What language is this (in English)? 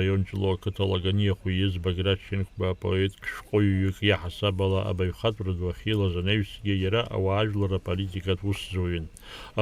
Abkhazian